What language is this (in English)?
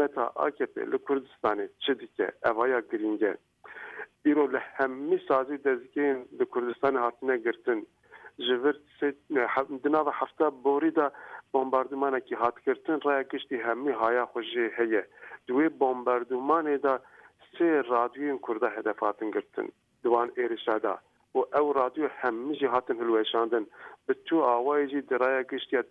Kurdish